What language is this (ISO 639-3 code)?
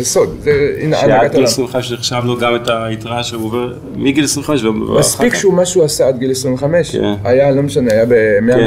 heb